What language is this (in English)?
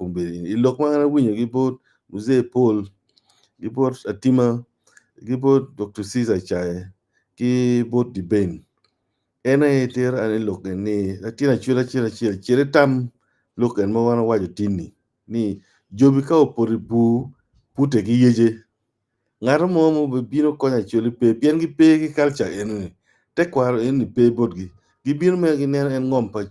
Acoli